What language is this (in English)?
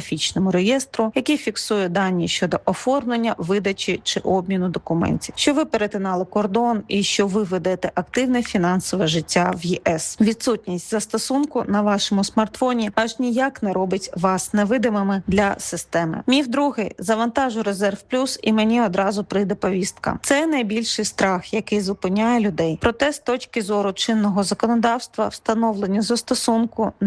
Ukrainian